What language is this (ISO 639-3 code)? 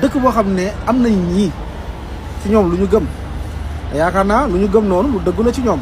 wol